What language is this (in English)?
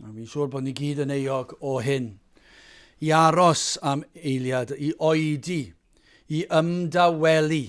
Welsh